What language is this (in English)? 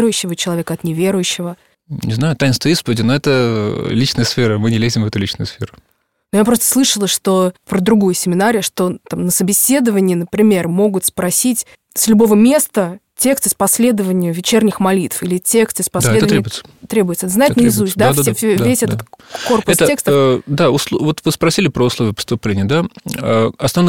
Russian